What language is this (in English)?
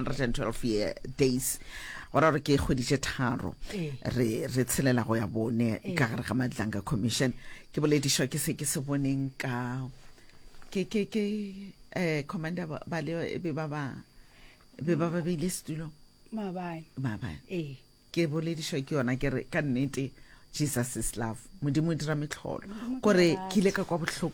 Northern Sotho